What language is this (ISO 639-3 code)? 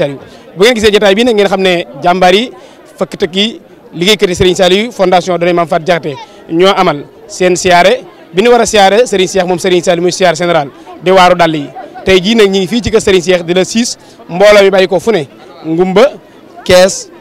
wol